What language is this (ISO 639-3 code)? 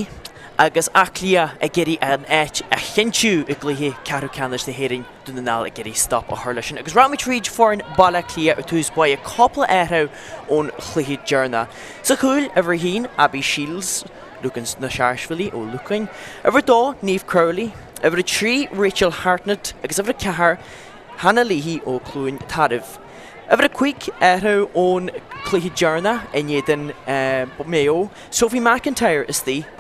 gle